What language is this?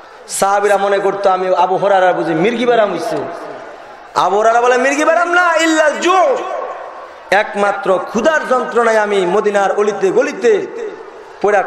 Bangla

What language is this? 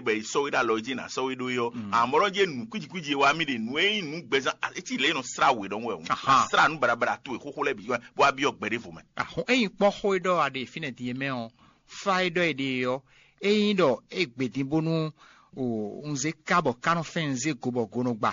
Fon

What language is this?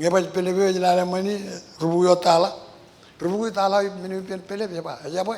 Marshallese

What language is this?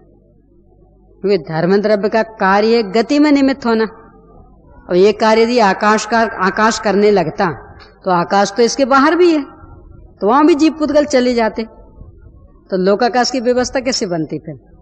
Hindi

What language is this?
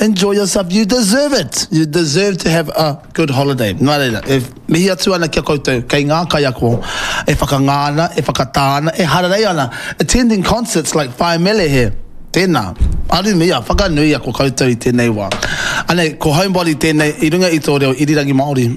Māori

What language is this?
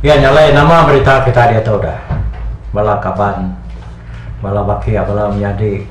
Iban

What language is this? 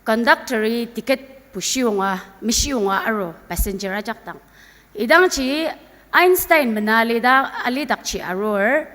Ao Naga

